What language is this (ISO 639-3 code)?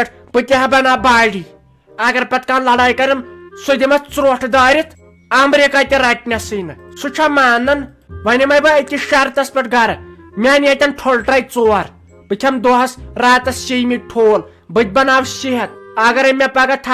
kas